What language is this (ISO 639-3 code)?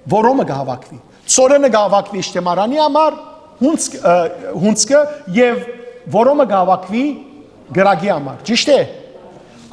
hyw